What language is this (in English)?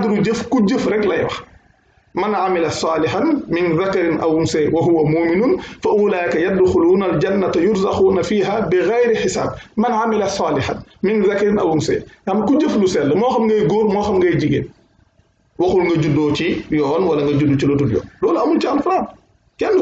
Wolof